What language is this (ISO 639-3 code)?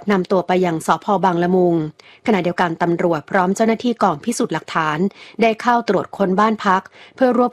tha